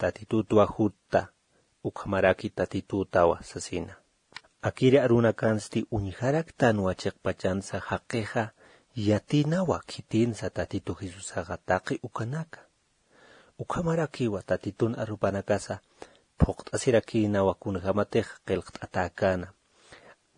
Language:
Aymara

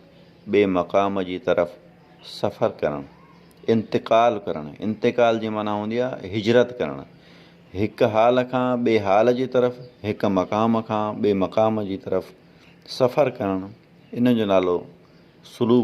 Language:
Sindhi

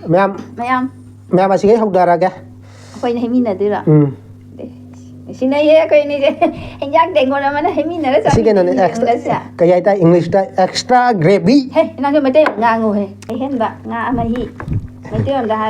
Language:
Manipuri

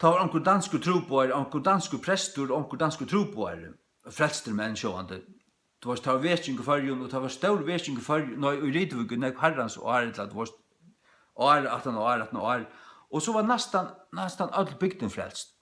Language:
Faroese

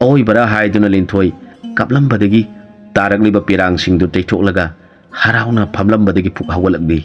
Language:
Manipuri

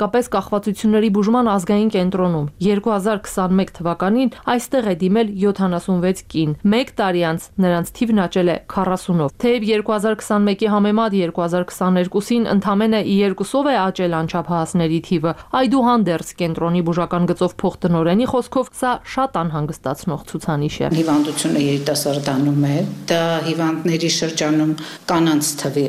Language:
Armenian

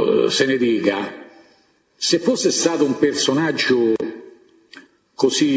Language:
Italian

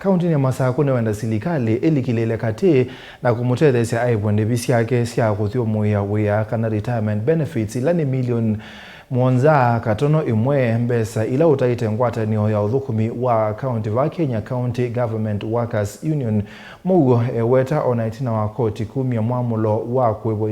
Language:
Kamba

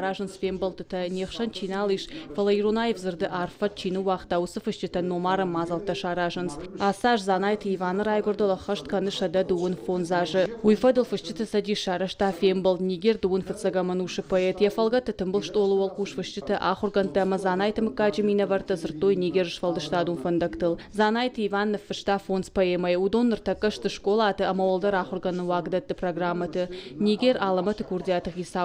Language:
Ossetic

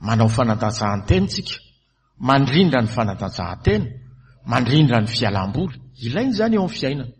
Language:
Malagasy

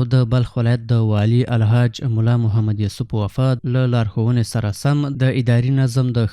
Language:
Pashto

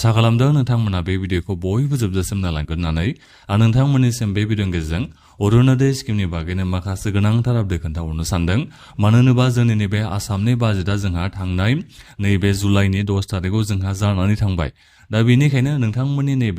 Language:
Bodo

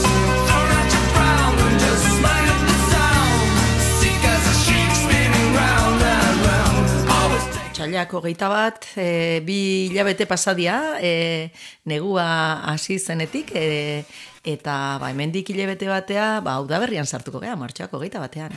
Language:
Basque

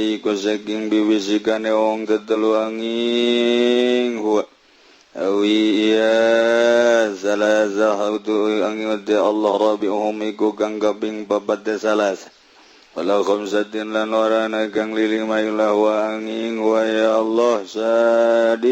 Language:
Sundanese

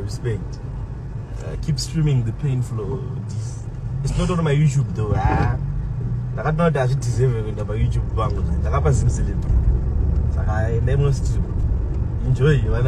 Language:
Shona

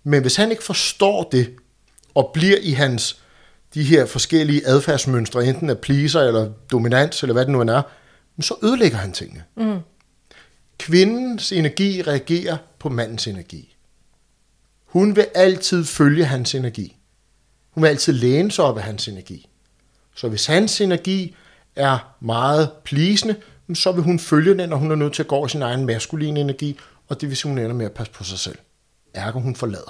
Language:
Danish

